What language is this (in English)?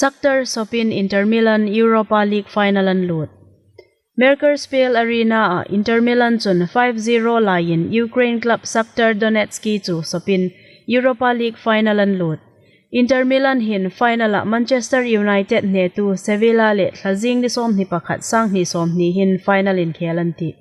Hmar